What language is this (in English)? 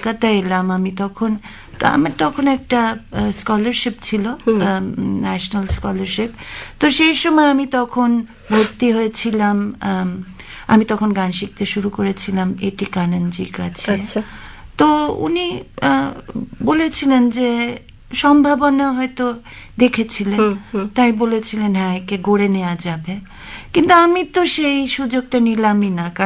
Bangla